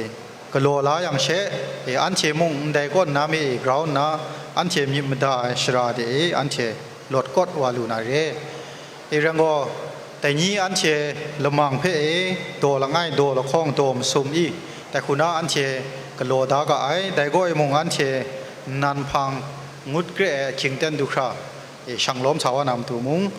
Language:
Kachin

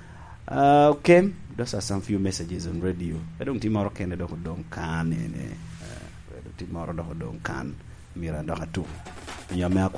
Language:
Lango (Uganda)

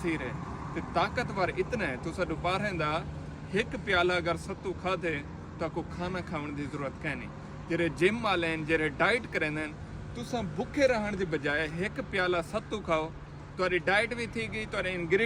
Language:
Saraiki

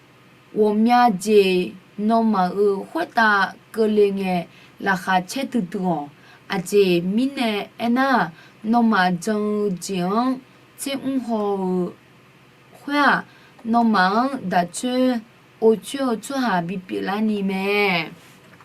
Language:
Akha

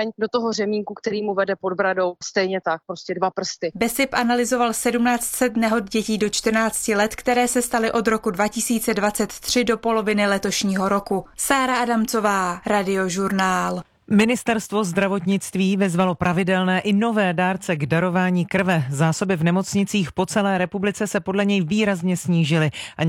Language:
Czech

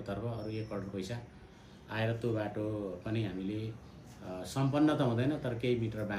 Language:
Nepali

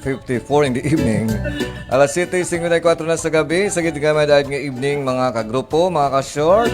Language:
Hiligaynon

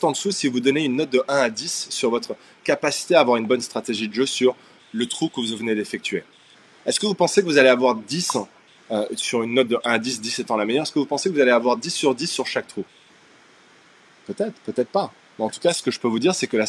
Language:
French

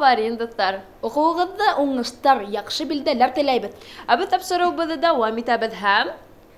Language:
Bashkir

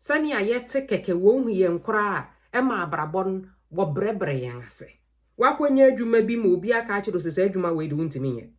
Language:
Akan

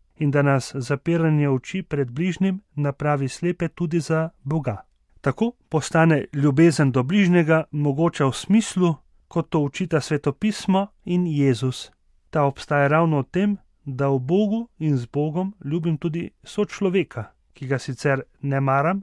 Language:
Slovenian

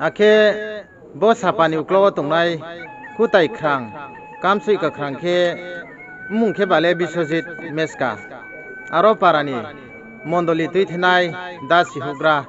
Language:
Riang (India)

